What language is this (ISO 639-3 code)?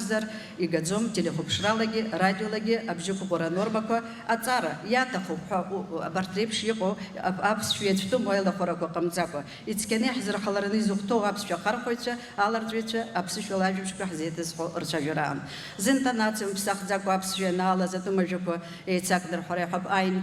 abk